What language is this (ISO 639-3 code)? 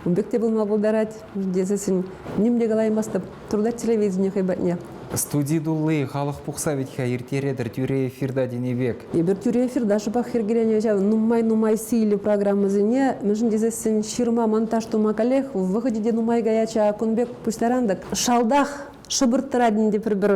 chv